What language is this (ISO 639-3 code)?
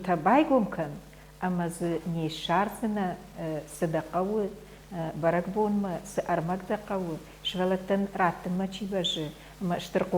oss